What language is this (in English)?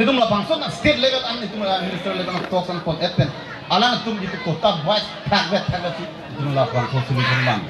Karbi